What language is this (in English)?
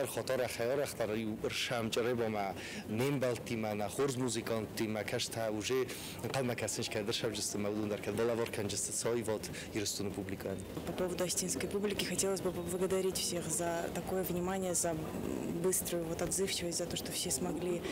Ossetic